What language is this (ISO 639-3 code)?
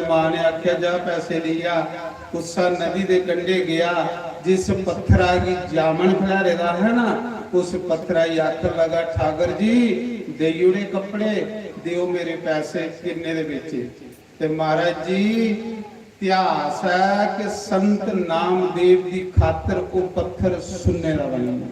doi